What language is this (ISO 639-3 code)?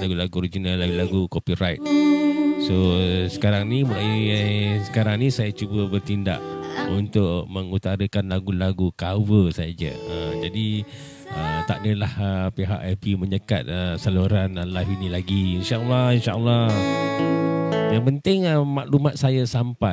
msa